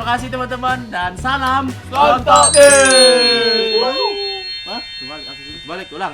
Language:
Musi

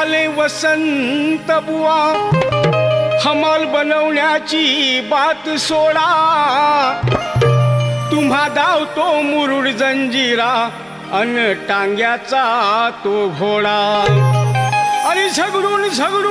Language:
Marathi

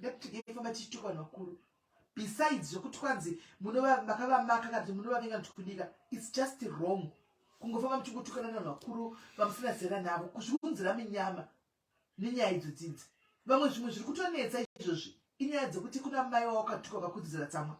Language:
Shona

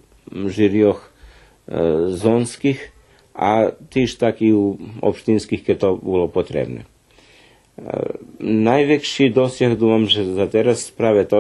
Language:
Rusyn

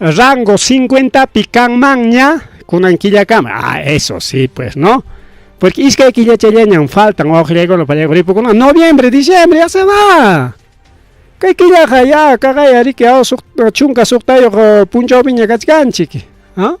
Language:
Ayacucho Quechua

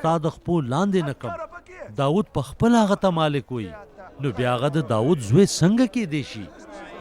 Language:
Pashto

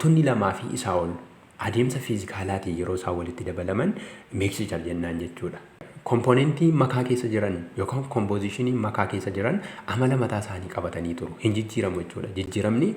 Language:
Oromo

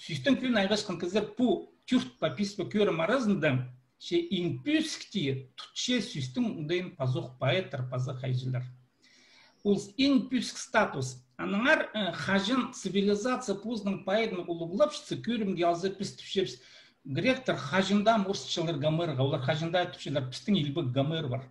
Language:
Khakas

